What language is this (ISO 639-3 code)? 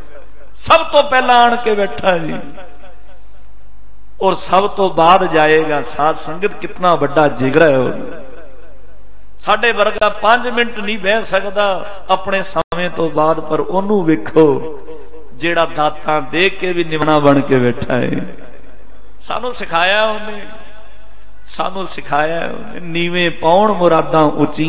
pan